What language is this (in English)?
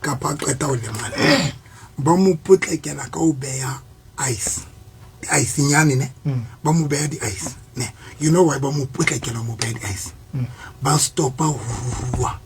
Southern Sotho